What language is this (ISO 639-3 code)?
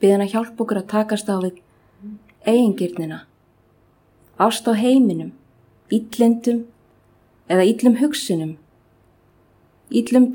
isl